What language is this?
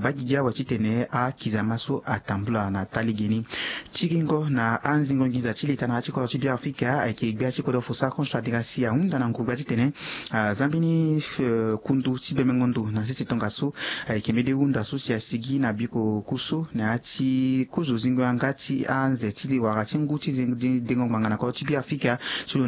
Sango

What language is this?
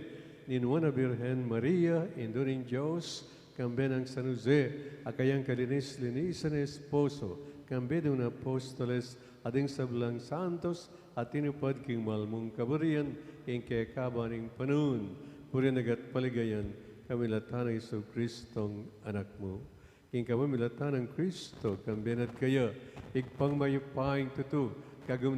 Pampanga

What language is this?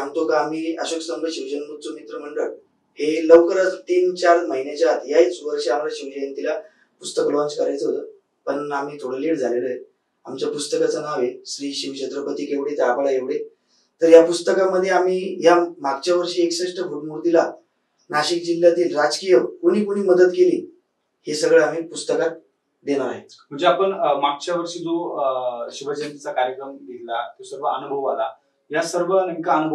Marathi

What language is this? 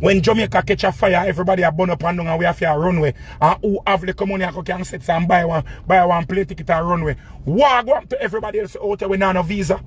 Jamaican Creole English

